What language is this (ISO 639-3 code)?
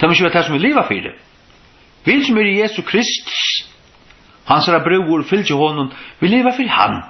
fao